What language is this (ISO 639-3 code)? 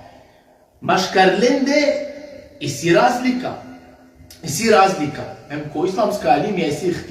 rmn